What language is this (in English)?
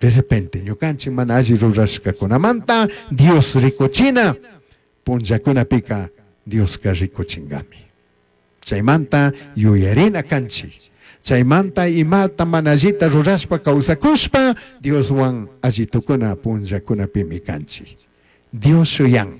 Chimborazo Highland Quichua